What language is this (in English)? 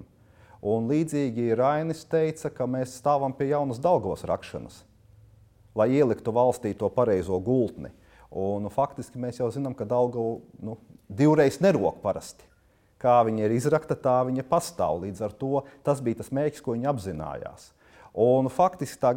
Latvian